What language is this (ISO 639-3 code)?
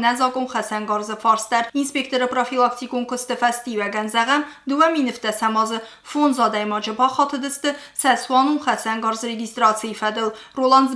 oss